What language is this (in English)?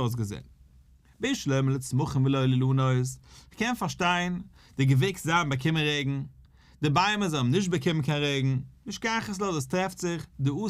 Yiddish